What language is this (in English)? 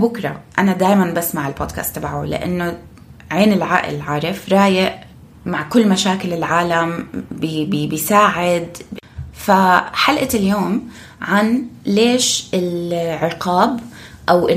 North Levantine Arabic